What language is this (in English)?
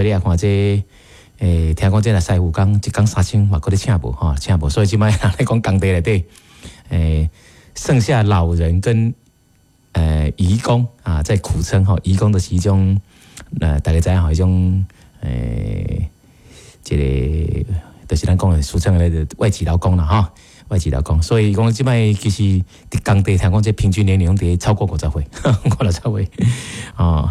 Min Nan Chinese